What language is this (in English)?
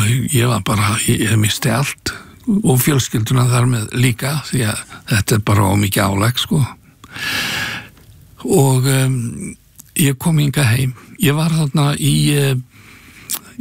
Icelandic